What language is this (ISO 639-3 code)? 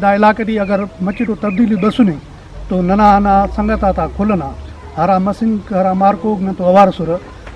brh